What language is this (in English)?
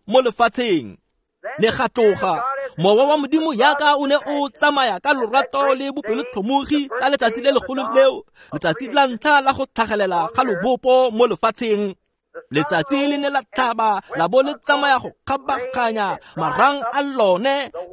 Tswana